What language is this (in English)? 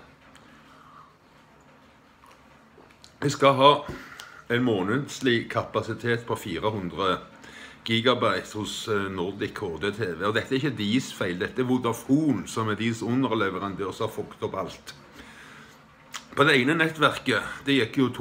Norwegian